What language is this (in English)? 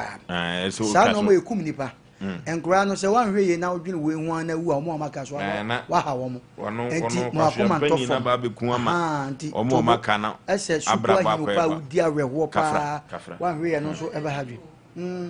Akan